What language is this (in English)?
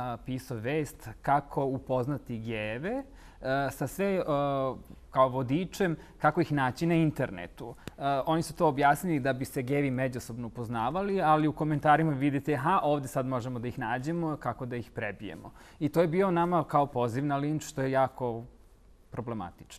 Bosnian